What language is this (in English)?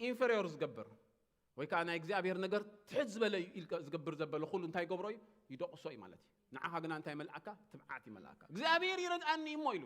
Tigrinya